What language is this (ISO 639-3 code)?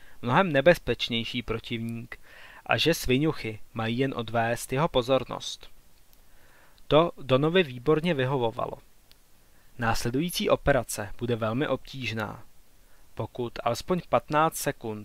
ces